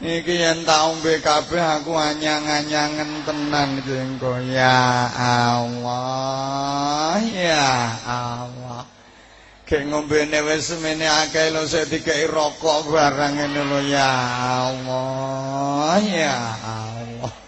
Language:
Javanese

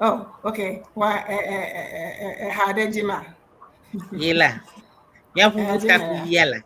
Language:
Ewe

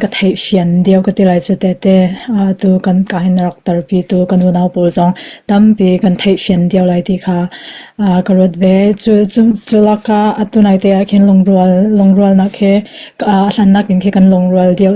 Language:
Hakha Chin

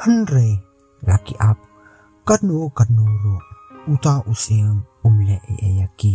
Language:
Khasi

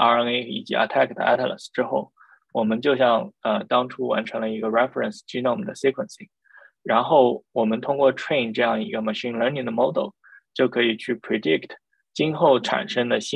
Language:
Chinese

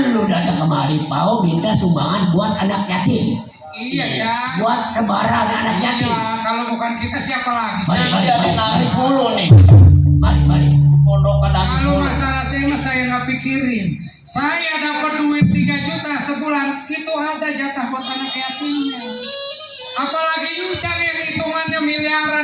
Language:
Betawi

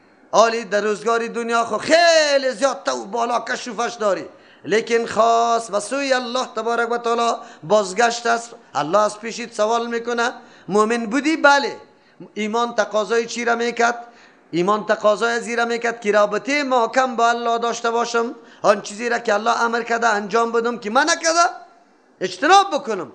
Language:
Persian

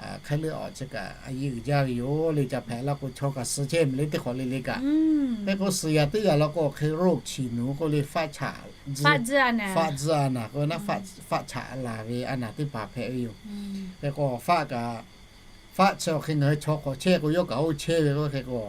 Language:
Lahu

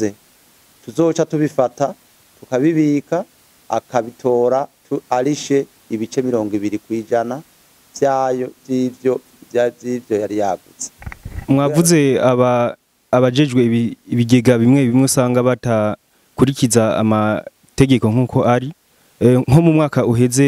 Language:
Rundi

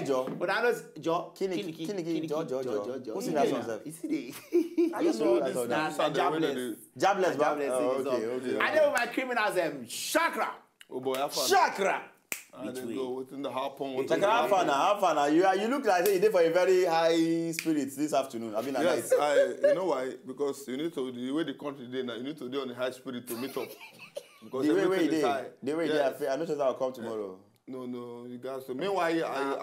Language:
Nigerian Pidgin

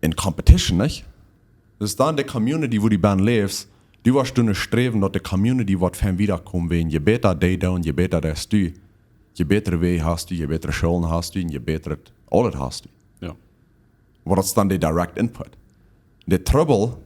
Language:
Plautdietsch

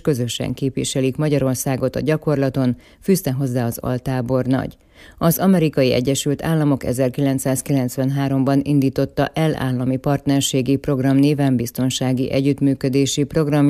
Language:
Hungarian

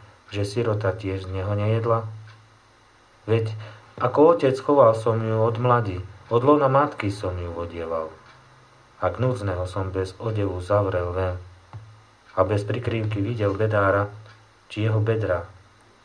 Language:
Slovak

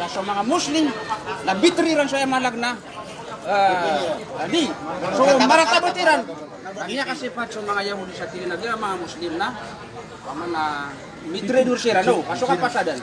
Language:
Maranao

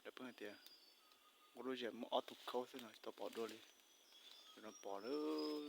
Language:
Hmong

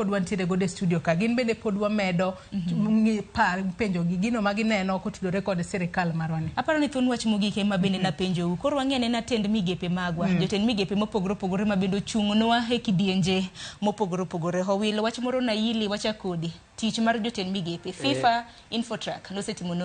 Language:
Luo (Kenya and Tanzania)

